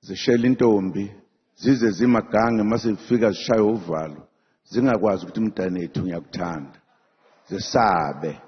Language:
Zulu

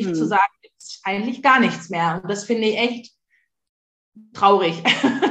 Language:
German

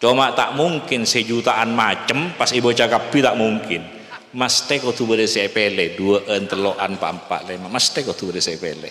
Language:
Madurese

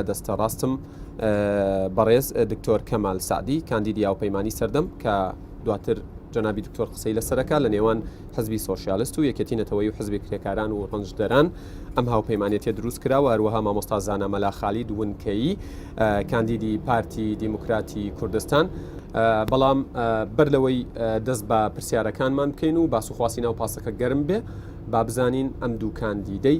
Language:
Central Kurdish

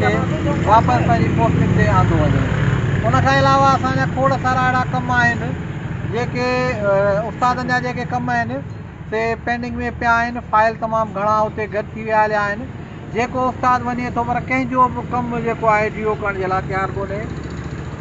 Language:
Sindhi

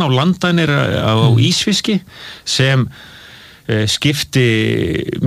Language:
Icelandic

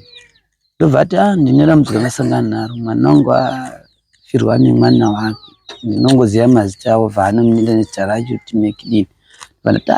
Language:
Shona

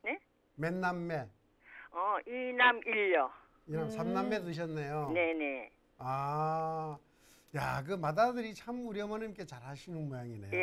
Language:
Korean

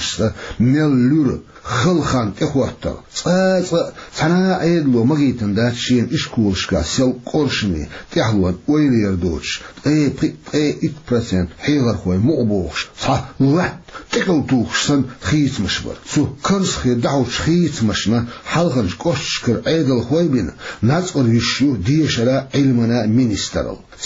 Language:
Chechen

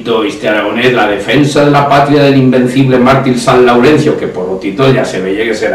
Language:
Aragonese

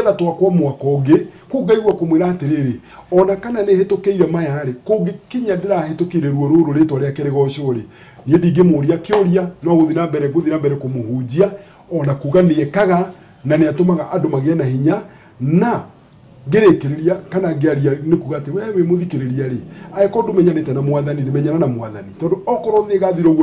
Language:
Kikuyu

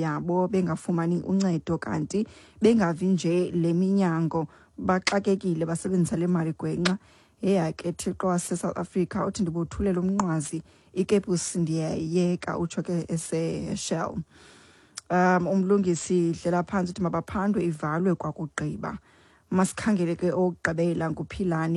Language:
Xhosa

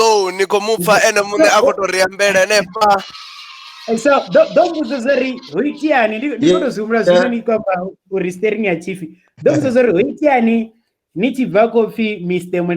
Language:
Venda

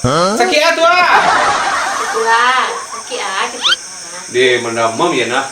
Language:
Minangkabau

